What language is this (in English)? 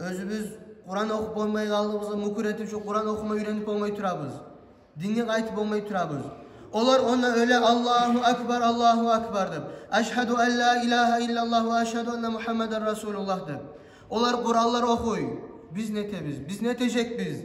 Kumyk